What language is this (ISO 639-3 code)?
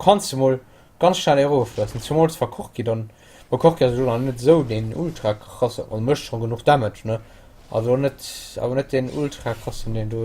ltz